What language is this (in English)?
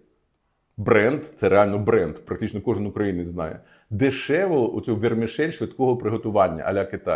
Ukrainian